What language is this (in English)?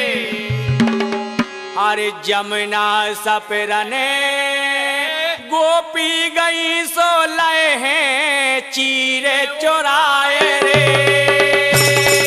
Bundeli